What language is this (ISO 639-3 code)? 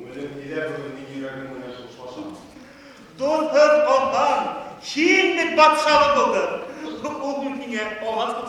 bak